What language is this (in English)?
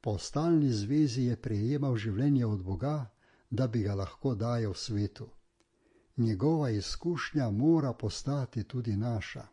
Slovenian